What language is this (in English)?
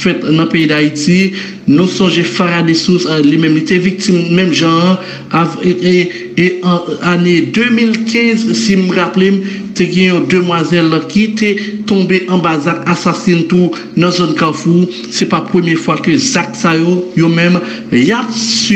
Haitian Creole